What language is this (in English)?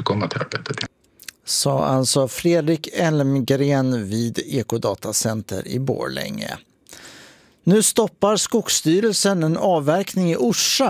Swedish